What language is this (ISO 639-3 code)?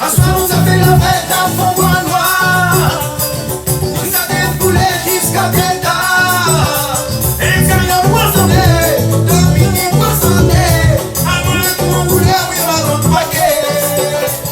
rcf